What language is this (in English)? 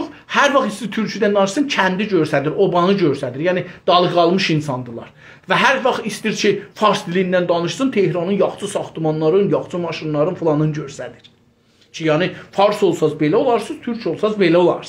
South Azerbaijani